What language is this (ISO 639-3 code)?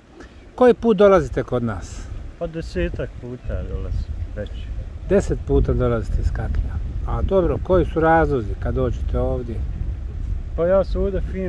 bos